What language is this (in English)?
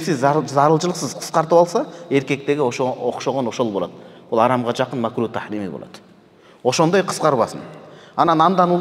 Kyrgyz